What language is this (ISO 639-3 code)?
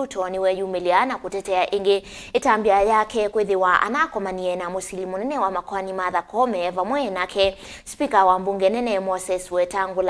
kam